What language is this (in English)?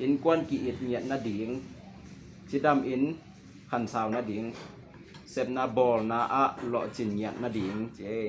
Tedim Chin